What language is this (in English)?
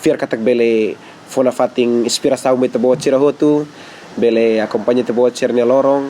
Tetum